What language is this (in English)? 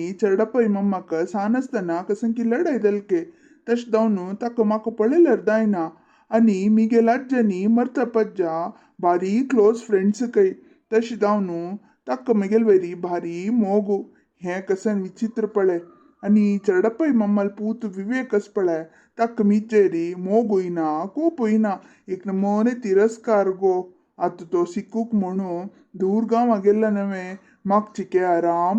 Konkani